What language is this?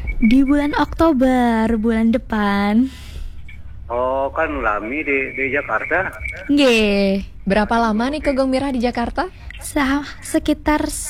Balinese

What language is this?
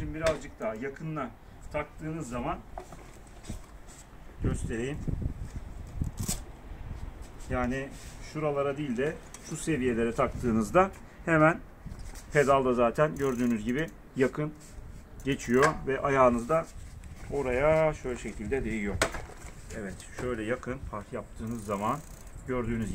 Turkish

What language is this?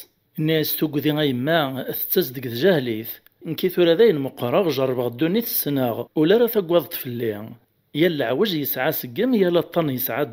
Kabyle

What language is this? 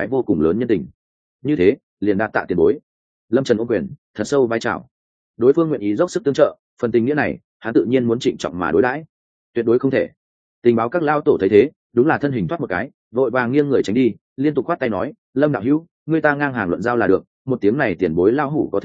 Vietnamese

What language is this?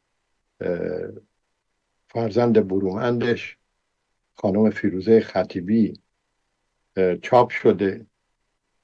Persian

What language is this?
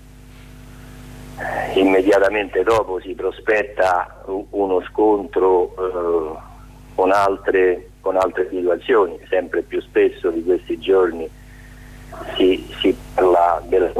Italian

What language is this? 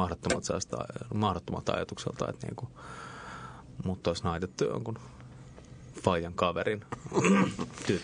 Finnish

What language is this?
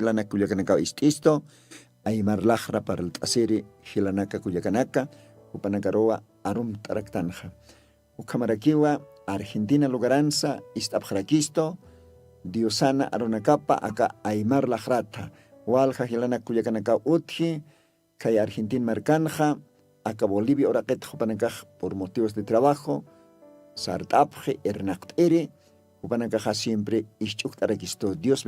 Aymara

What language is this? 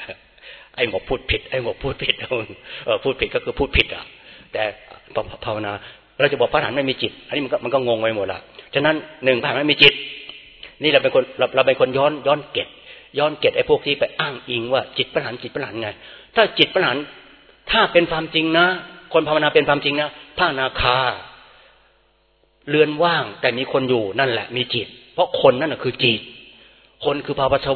Thai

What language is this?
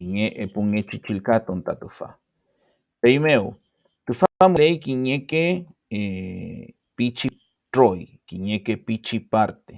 Mapuche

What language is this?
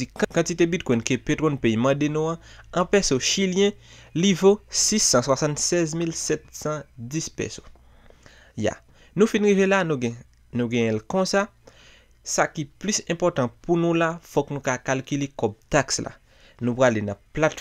Haitian Creole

